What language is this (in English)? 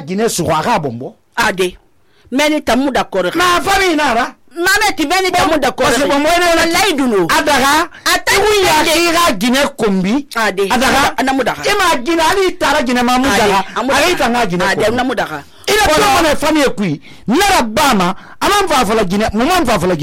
Susu